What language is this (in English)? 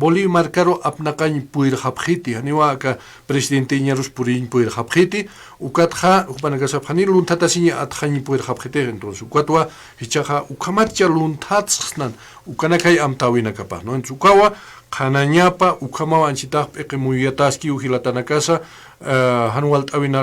Aymara